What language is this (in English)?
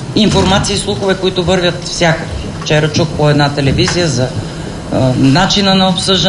Bulgarian